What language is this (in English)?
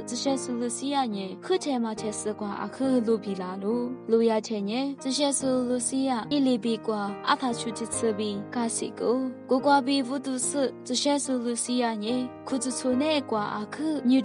Lisu